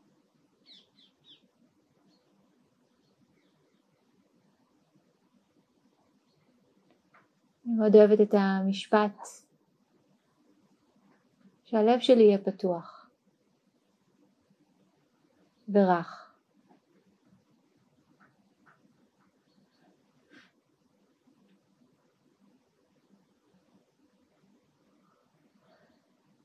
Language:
Hebrew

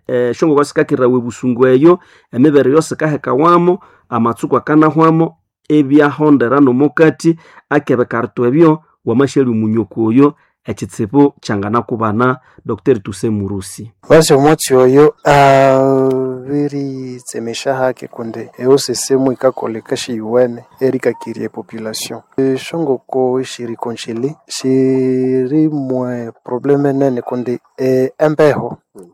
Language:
Nande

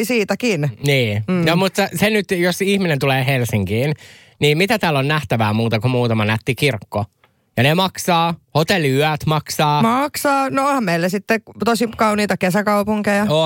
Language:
Finnish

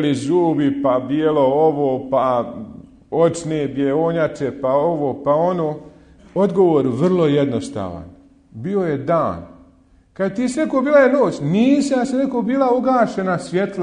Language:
Bosnian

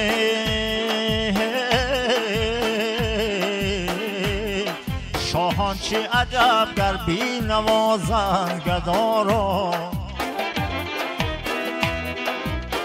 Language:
Persian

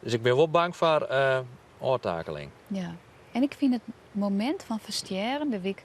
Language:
Western Frisian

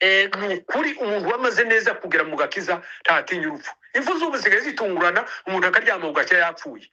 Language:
Kinyarwanda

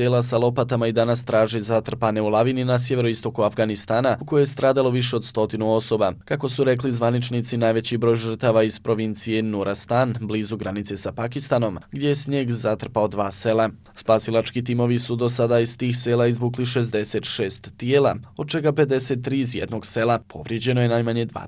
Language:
Bosnian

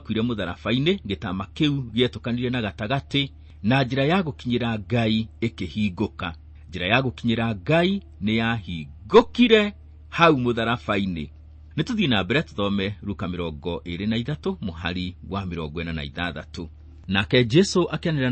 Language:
Kikuyu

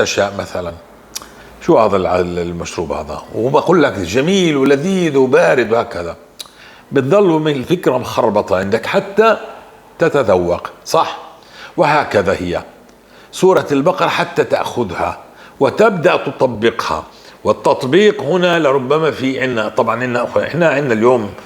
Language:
North Levantine Arabic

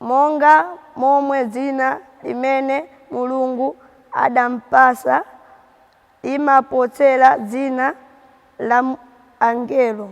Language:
Nyanja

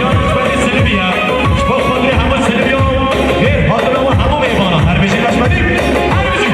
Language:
Kurdish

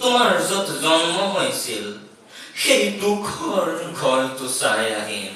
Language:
Assamese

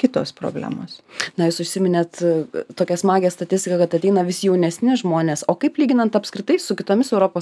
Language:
Lithuanian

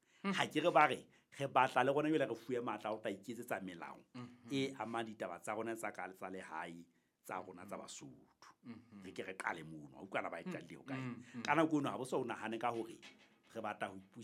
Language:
Southern Sotho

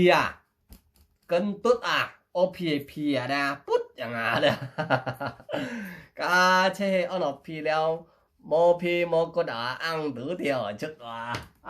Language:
Hakka Chinese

